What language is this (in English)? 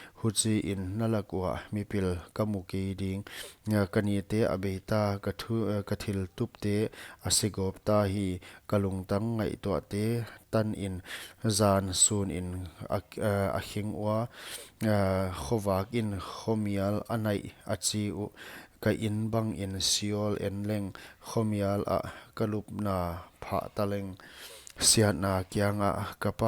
Paite Chin